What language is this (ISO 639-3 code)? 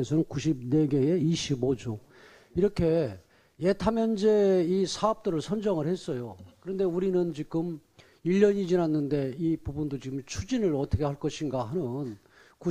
kor